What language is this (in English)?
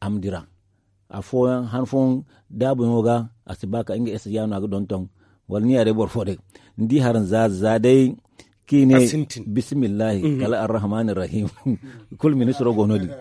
Zarma